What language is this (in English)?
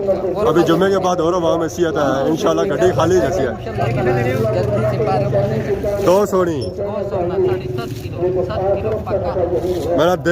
Pahari-Potwari